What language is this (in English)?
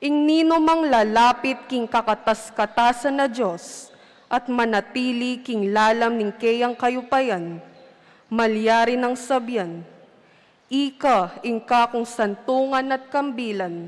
Pampanga